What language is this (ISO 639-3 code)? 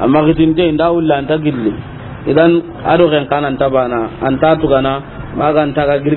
snk